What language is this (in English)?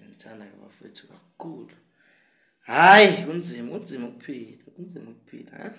Zulu